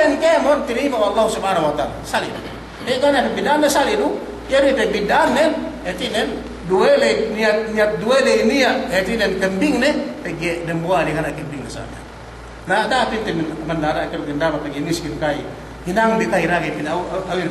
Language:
Yakan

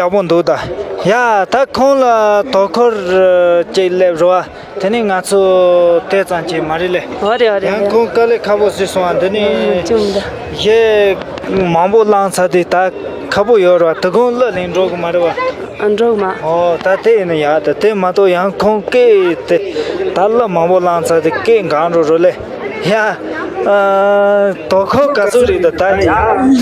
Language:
Tibetan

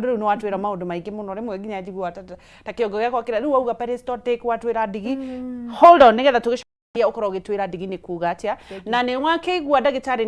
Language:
Kikuyu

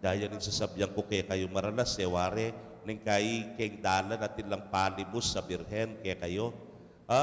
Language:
Pampanga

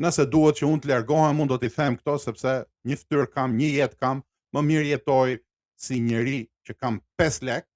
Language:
Albanian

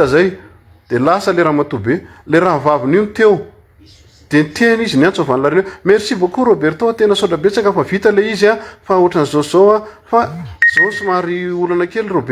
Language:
Malagasy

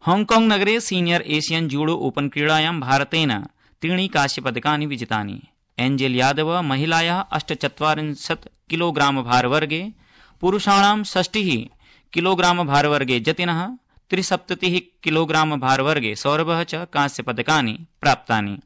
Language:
Sanskrit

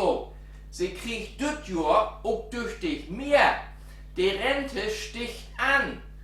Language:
Low German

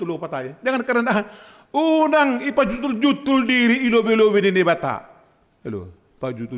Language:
Batak Simalungun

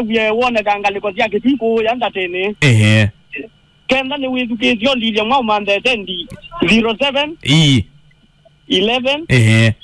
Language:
Kamba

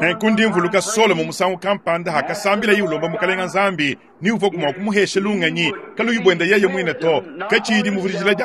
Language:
Luba-Lulua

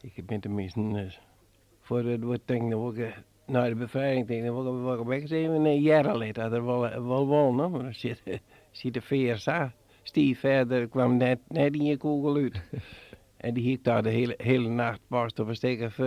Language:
Western Frisian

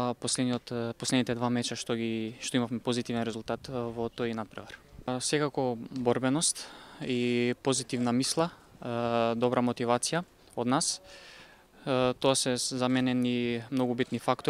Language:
Macedonian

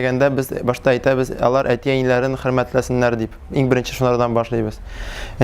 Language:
Tatar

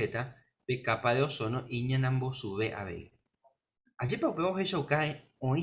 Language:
Guarani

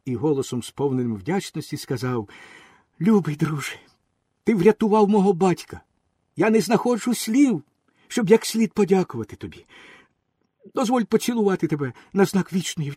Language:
Ukrainian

